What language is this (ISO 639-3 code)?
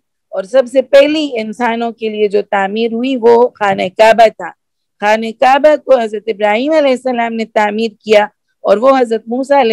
urd